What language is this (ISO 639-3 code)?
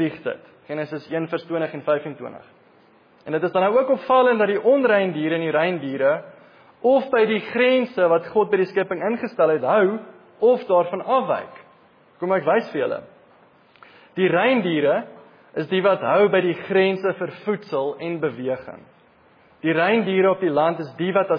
afr